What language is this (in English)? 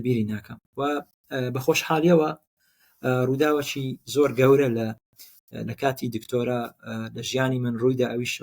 Central Kurdish